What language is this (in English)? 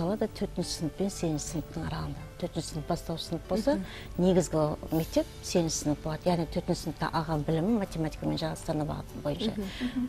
Kazakh